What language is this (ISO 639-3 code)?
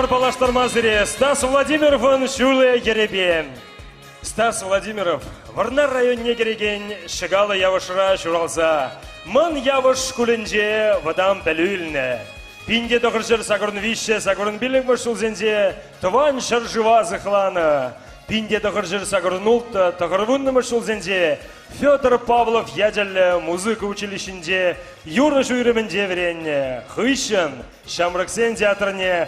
chv